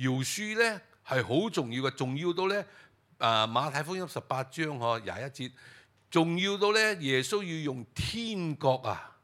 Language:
Cantonese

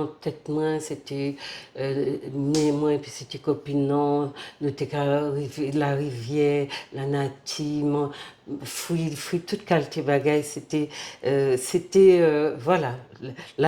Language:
Guadeloupean Creole French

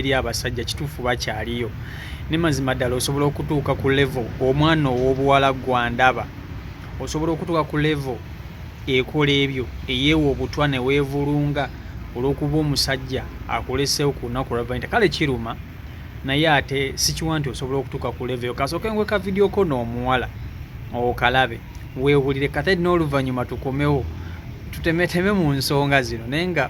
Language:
Ganda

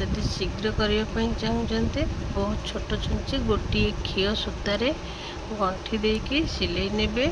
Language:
Odia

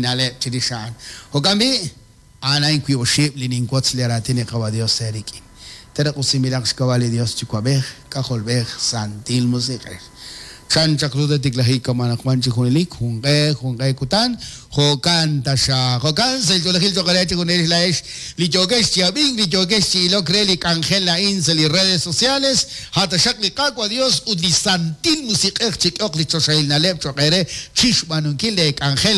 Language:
Kekchí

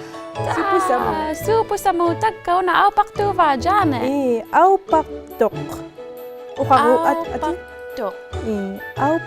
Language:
Inuktitut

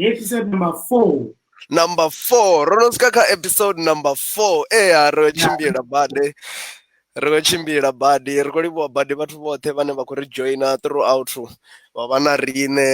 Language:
Venda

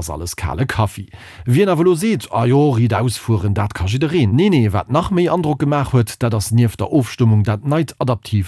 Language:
Luxembourgish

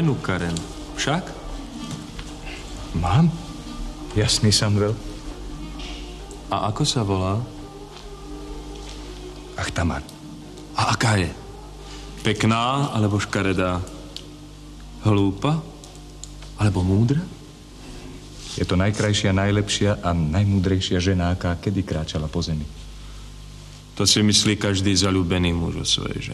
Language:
Slovak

